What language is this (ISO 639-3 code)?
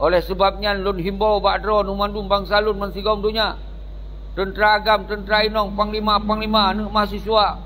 ace